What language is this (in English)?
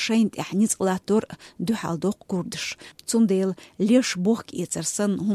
Chechen